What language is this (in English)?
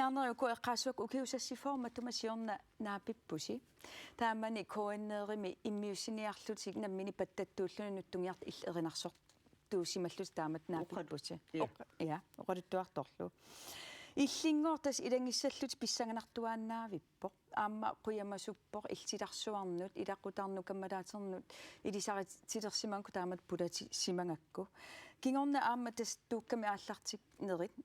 Kalaallisut